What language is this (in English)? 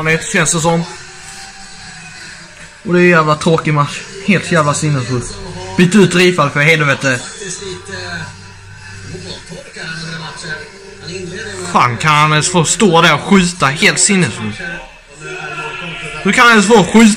Swedish